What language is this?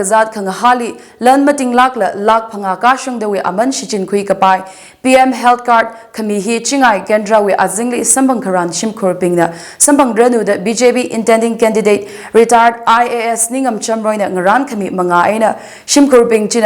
Tangkhul Naga (India)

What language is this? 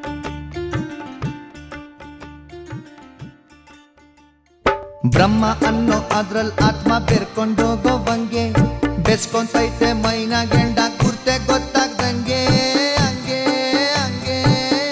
Kannada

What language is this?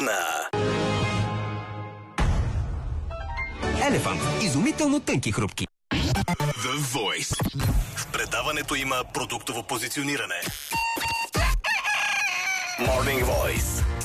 Bulgarian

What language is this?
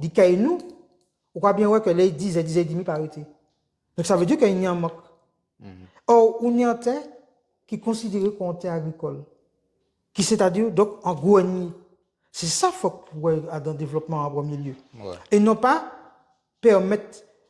Guadeloupean Creole French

